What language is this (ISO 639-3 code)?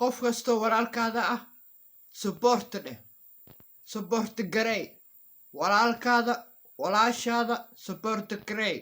som